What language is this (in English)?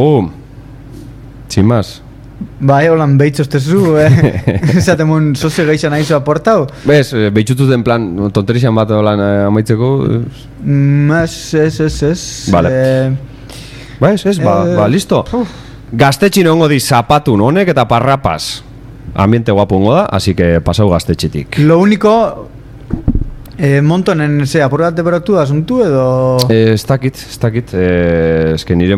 Basque